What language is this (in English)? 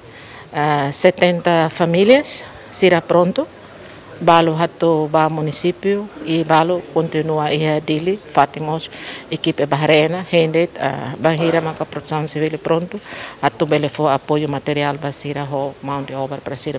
Tetum